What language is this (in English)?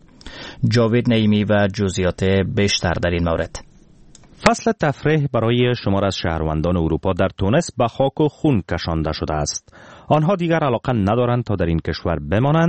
Persian